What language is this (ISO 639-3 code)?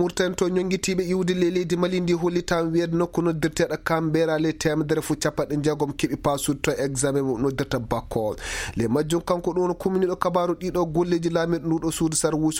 ful